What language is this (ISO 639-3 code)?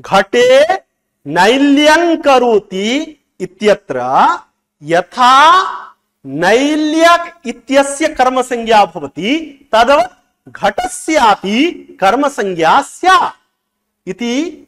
san